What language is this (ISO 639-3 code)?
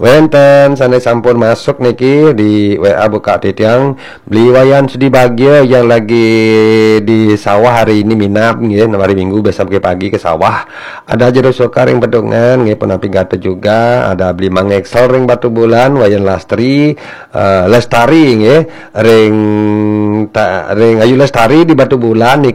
ban